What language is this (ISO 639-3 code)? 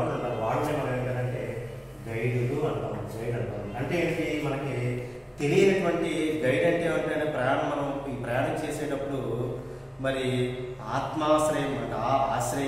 tel